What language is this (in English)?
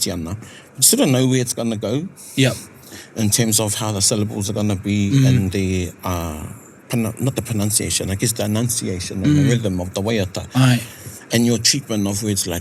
Māori